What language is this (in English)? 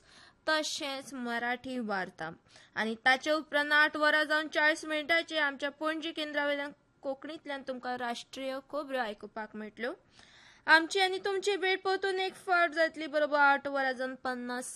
Konkani